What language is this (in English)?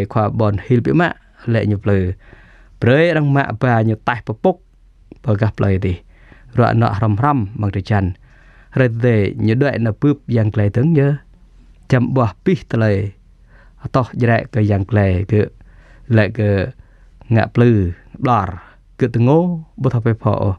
Jarai